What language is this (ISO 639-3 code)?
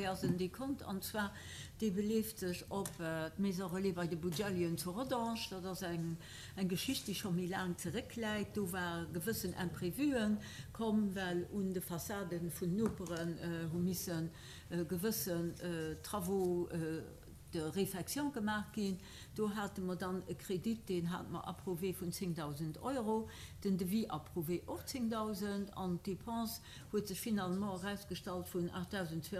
ltz